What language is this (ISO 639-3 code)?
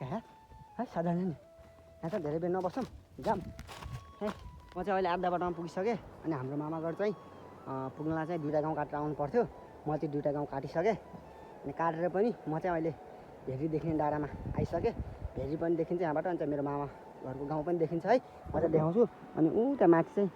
nep